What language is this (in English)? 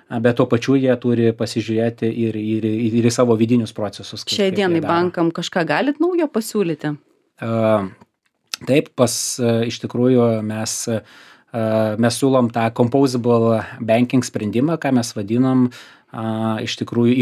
Lithuanian